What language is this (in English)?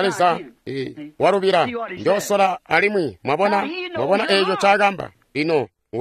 Tonga (Zambia)